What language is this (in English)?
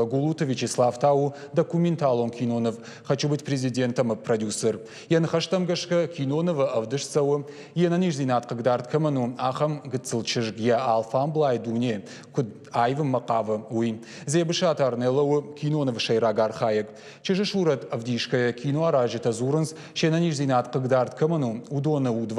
Ossetic